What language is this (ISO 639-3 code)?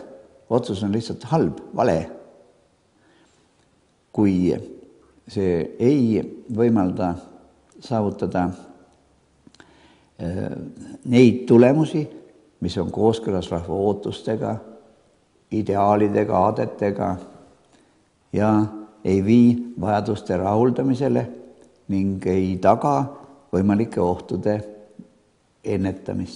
est